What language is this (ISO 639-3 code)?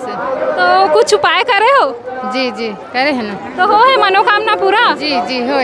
hne